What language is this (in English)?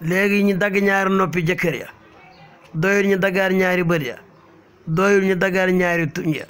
Wolof